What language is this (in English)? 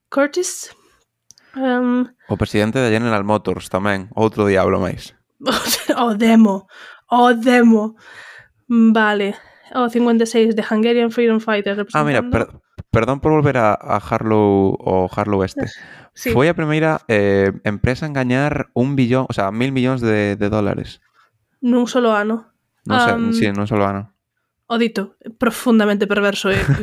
Galician